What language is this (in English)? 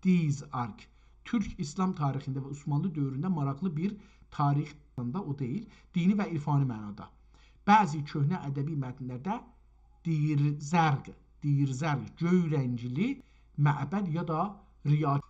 South Azerbaijani